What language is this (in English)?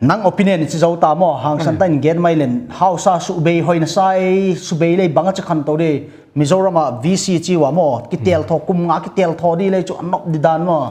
Paite Chin